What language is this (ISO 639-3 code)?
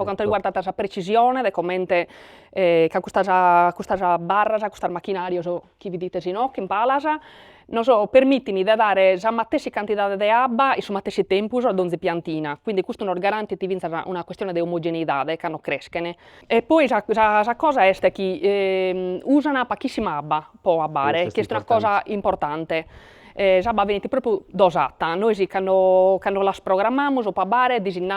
srd